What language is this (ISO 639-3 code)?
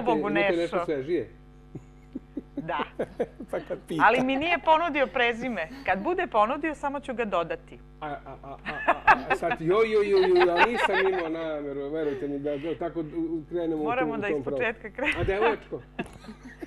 srp